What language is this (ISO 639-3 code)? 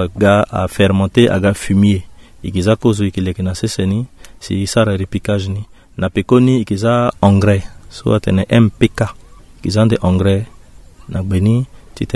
sag